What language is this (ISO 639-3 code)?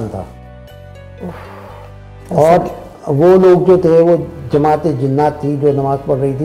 urd